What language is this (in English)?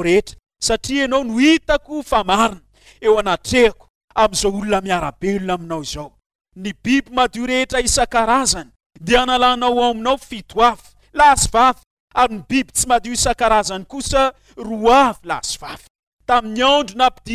Malagasy